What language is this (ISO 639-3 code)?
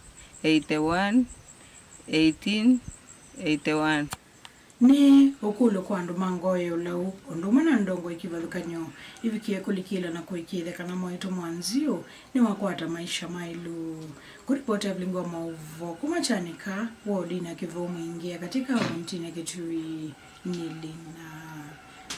kam